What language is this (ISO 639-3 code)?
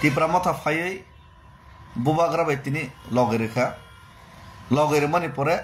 trp